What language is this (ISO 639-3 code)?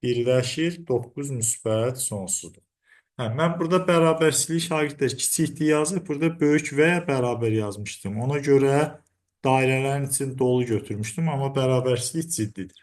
aze